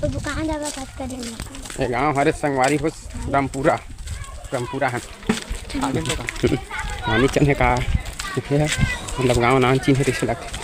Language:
Chhattisgarhi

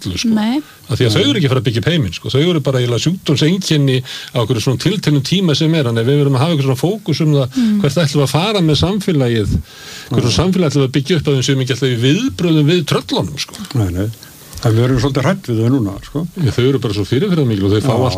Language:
Icelandic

